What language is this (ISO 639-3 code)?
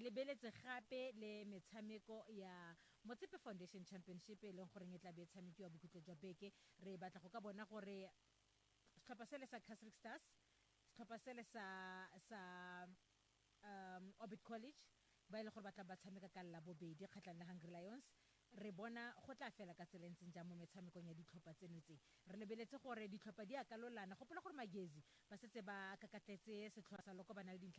tsn